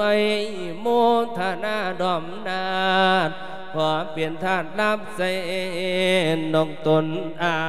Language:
Lao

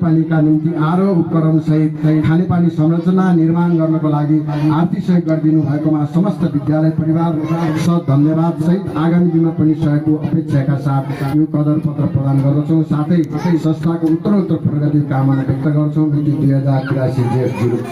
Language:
Nepali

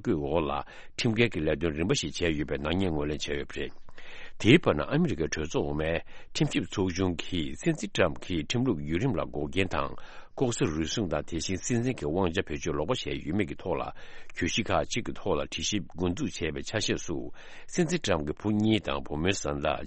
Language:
Tibetan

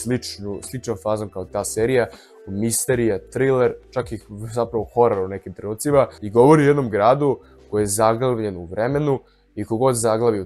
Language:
Serbian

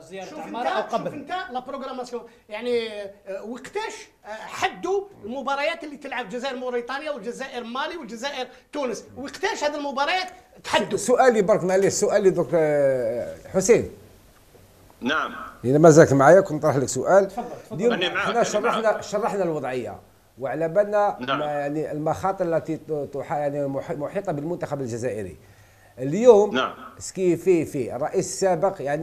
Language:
Algerian Arabic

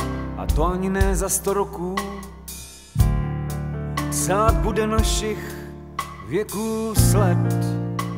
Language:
Czech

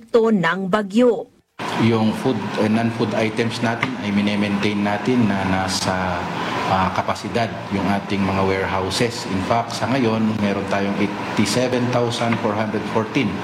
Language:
Filipino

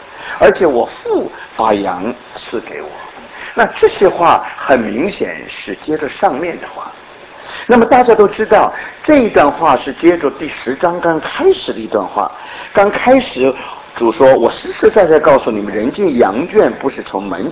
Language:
Chinese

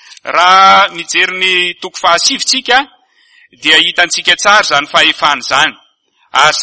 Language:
Malagasy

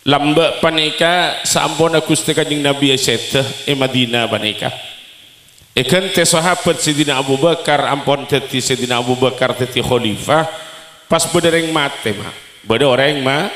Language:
Madurese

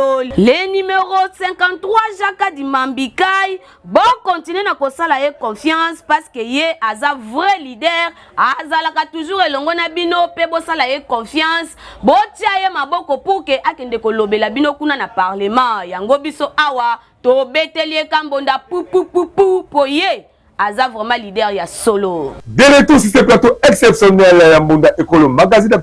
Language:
Lingala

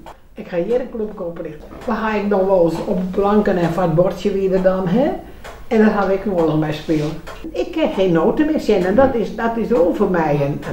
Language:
Western Frisian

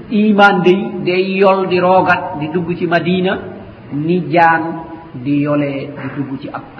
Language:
Wolof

